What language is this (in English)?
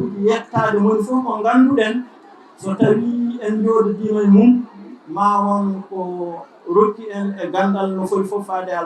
Fula